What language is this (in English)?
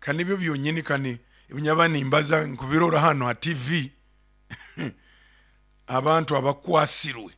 Nyoro